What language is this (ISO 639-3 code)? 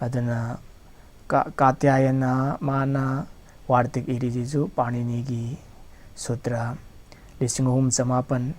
mni